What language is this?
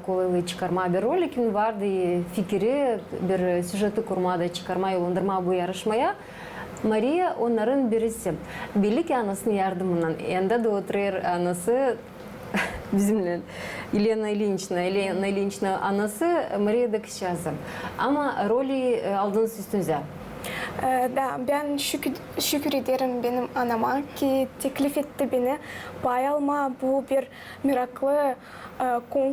Gagauz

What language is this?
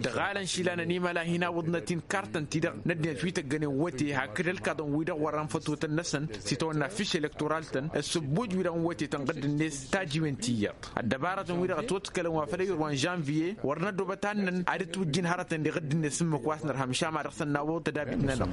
Tamasheq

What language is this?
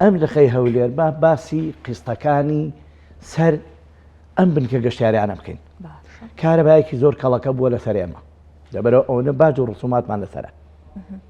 Central Kurdish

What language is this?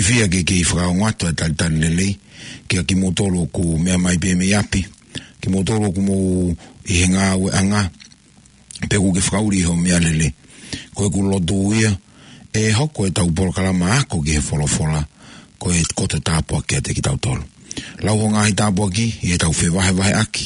Tongan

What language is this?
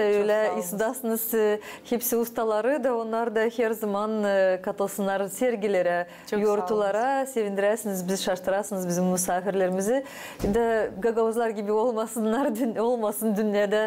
Gagauz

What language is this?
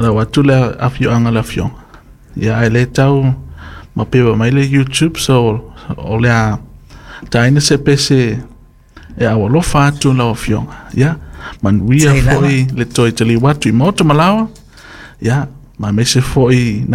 Samoan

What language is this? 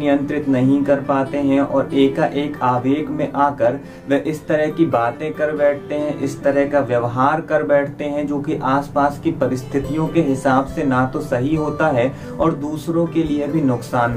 Hindi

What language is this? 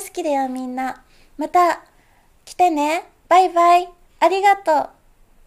Japanese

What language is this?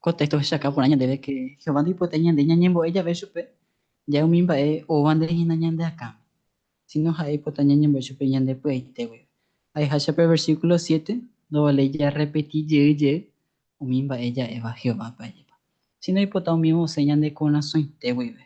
Guarani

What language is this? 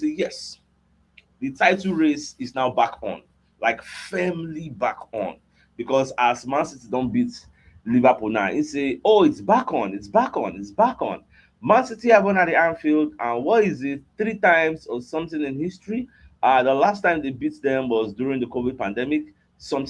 Nigerian Pidgin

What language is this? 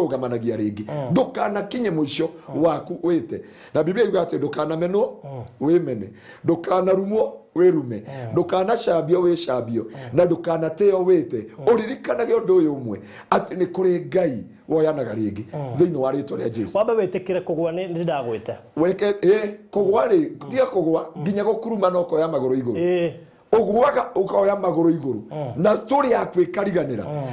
Kikuyu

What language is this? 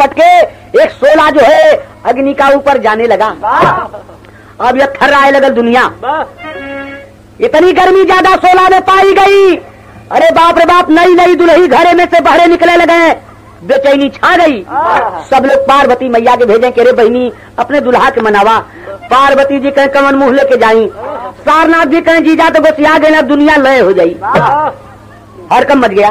Bhojpuri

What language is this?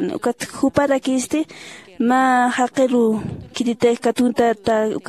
Aymara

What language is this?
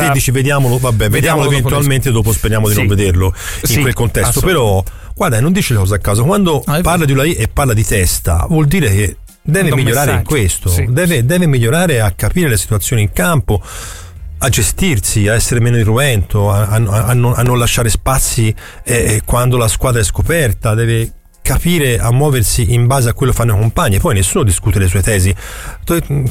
Italian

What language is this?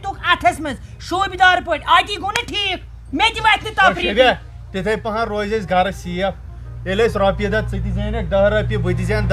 Kashmiri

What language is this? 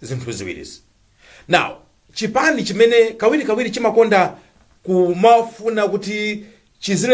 Nyanja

